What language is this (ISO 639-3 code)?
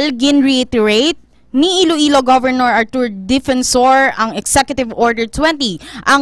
hil